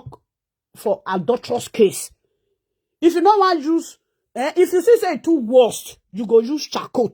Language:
Nigerian Pidgin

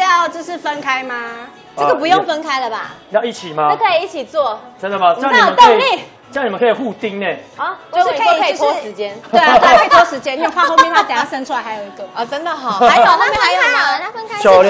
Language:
Chinese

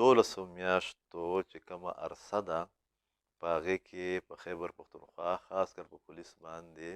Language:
Pashto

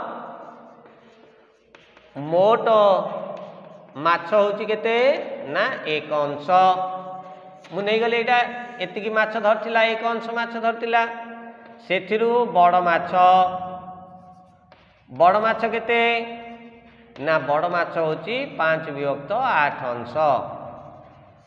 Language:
Odia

